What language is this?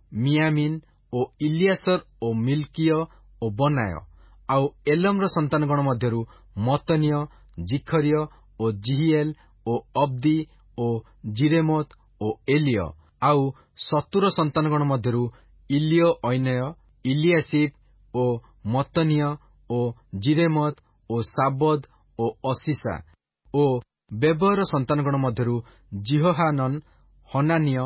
Odia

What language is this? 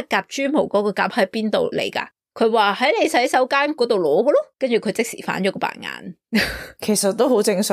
Cantonese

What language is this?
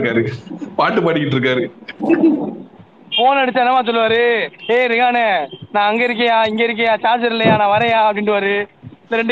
Tamil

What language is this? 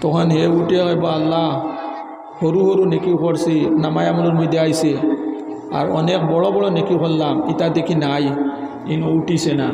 Sylheti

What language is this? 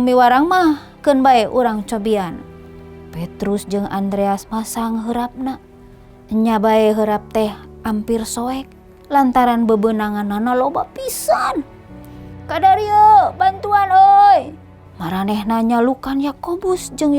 Sundanese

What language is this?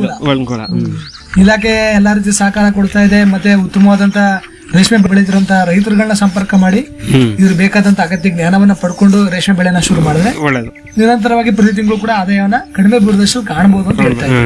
Kannada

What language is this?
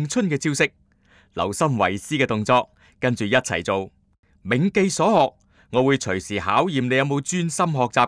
Cantonese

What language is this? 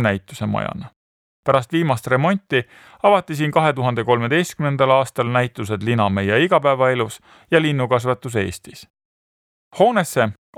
Estonian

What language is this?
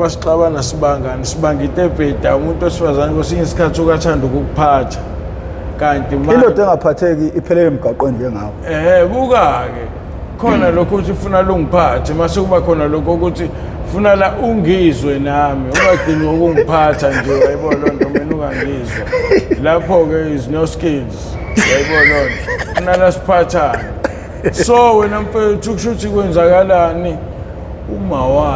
Zulu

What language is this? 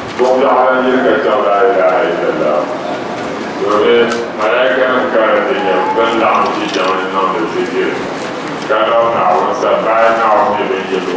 Dagbani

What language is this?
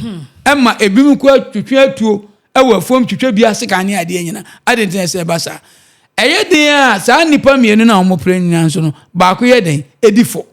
Akan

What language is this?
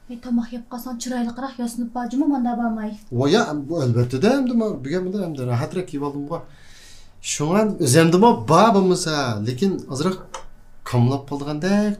Uyghur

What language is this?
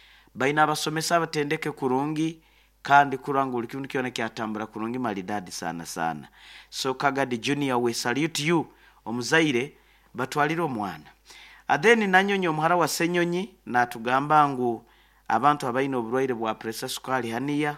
Nyoro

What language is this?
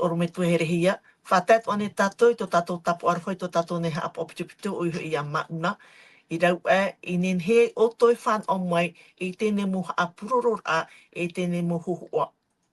Tahitian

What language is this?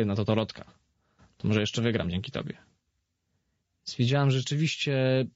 Polish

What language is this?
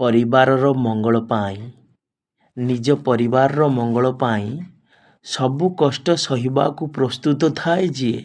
Odia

